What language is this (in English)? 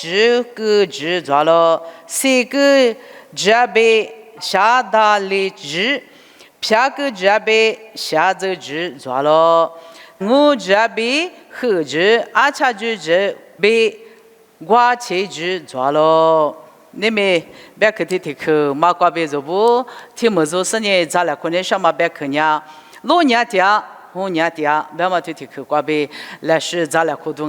Lisu